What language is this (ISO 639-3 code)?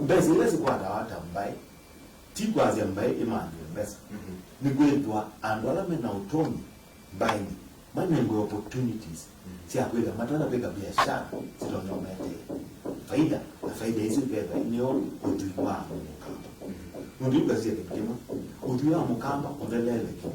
kam